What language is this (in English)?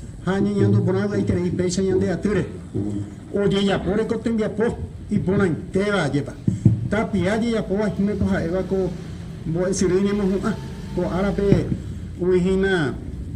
Guarani